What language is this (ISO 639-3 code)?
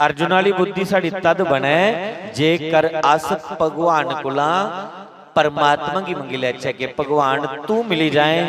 doi